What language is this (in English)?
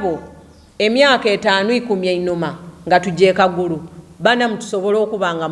Soga